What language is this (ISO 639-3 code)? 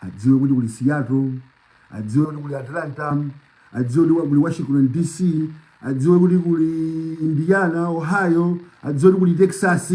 nya